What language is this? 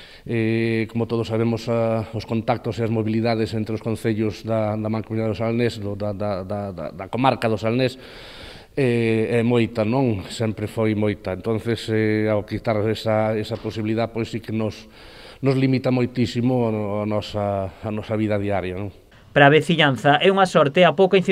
Galician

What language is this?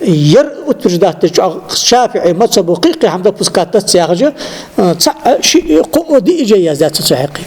Ingush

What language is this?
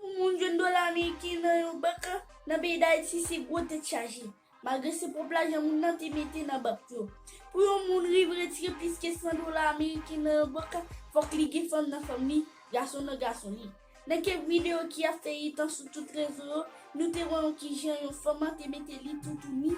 Haitian Creole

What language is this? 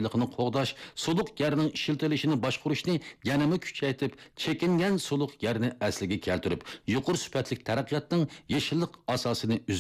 Uyghur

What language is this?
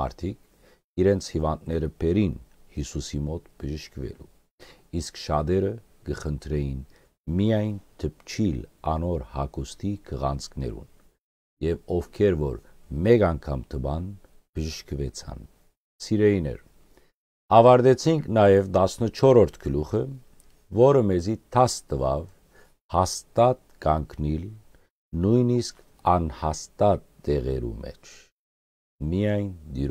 Western Armenian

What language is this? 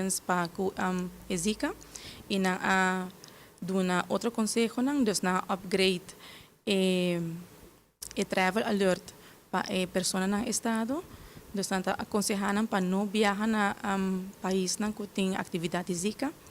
Papiamento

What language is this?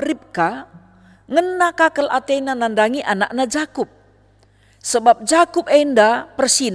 Batak Karo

